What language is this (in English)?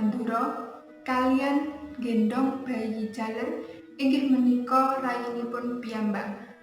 Javanese